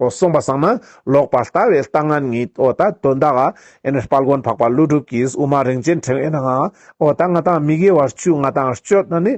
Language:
Ladakhi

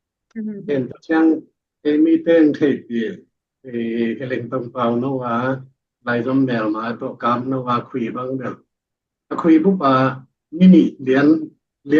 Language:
Tedim Chin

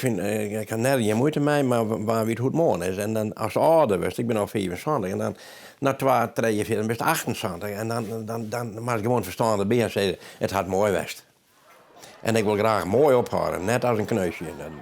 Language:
Western Frisian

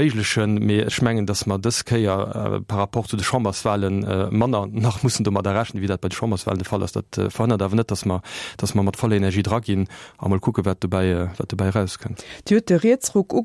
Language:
Luxembourgish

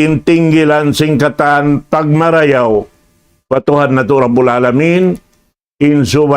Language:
Tausug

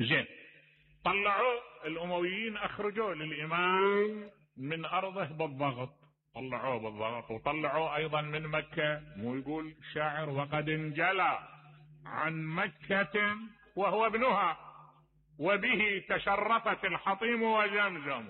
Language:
Mesopotamian Arabic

